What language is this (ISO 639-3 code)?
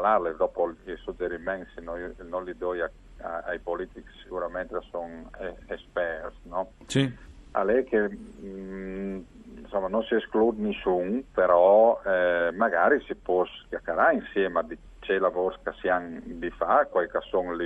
fur